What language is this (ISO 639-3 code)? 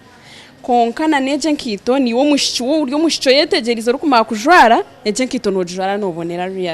nyn